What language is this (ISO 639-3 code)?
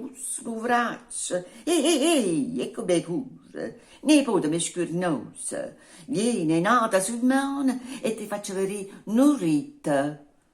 nap